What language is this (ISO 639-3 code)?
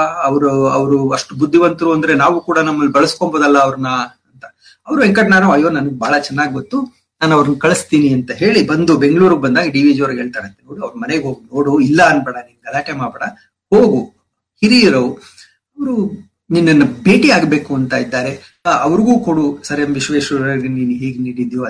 kan